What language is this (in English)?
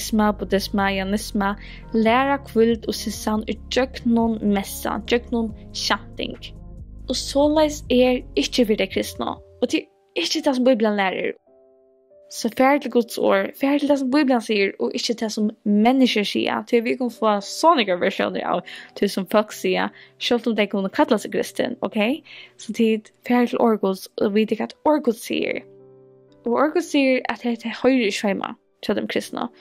Faroese